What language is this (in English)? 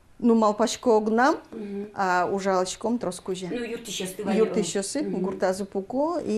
Udmurt